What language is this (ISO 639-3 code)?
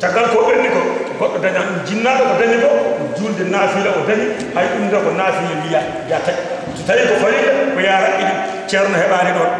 ful